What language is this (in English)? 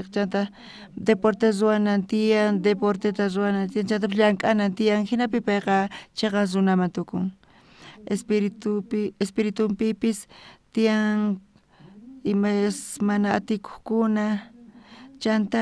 South Bolivian Quechua